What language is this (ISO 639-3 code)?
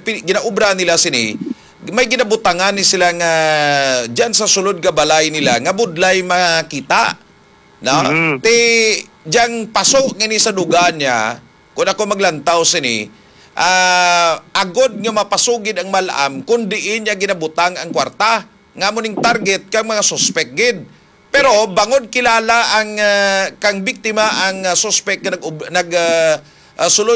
hil